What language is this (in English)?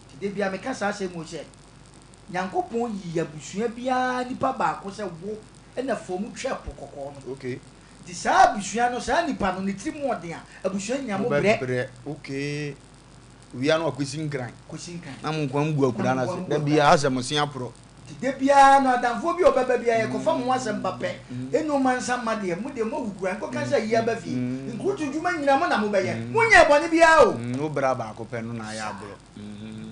Akan